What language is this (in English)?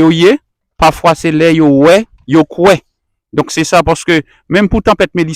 Haitian Creole